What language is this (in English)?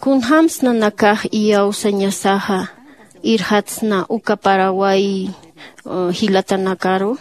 Aymara